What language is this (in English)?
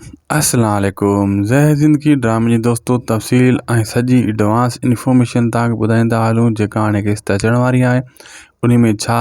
Sindhi